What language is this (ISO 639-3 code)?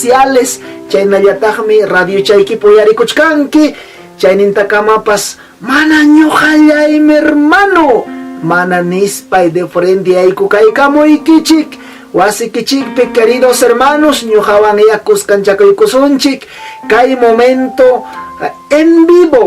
quy